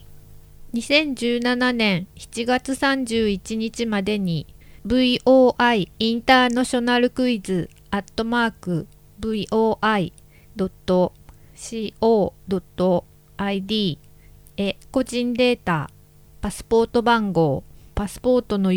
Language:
Japanese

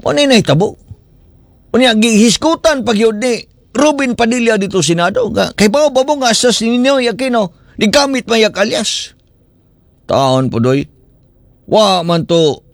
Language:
Cebuano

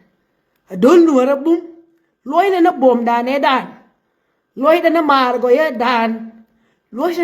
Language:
Nuer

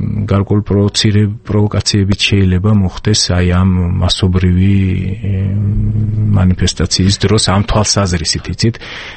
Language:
Georgian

